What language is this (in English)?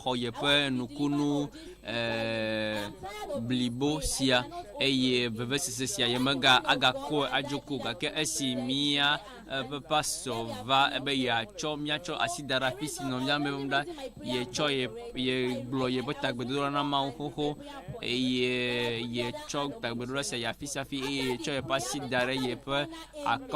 Ewe